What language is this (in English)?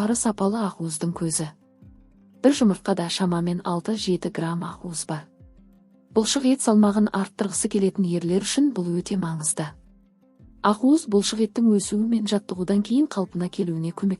Kazakh